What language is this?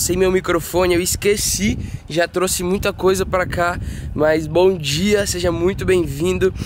Portuguese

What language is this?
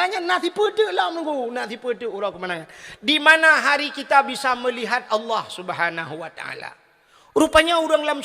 Achinese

